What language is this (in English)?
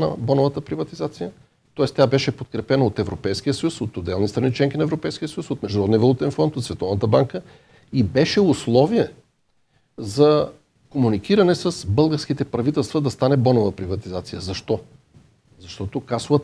Bulgarian